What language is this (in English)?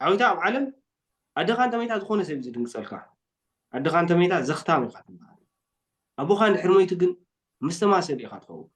Tigrinya